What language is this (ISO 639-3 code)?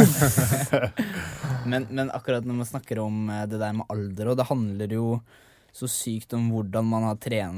nor